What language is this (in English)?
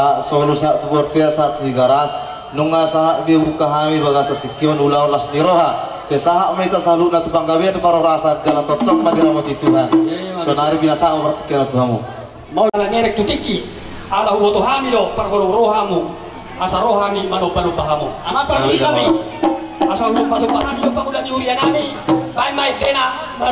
Batak Toba